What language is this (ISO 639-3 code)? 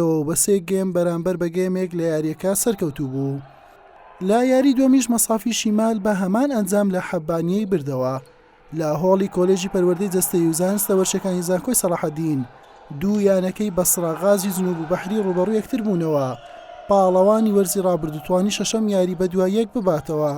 ckb